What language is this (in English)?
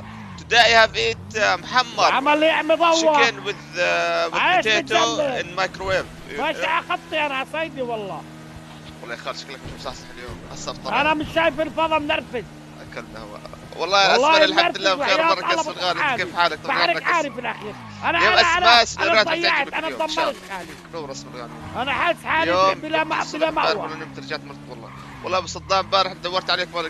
North Levantine Arabic